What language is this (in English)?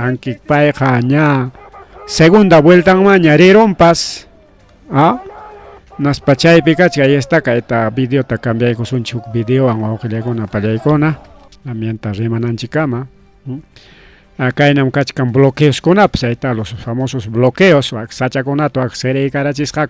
Ayacucho Quechua